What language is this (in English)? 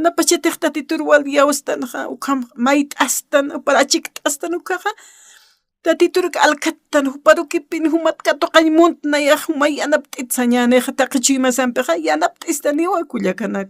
Aymara